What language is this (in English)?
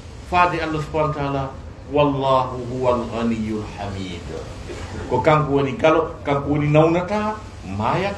Fula